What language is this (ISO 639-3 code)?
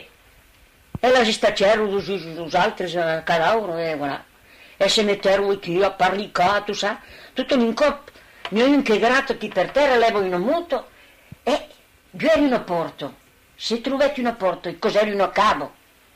oci